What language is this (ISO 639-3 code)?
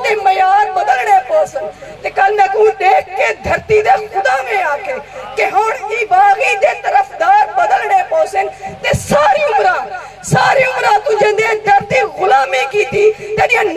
skr